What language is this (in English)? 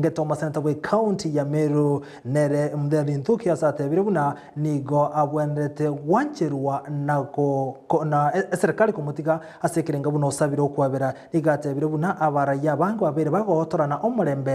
Gusii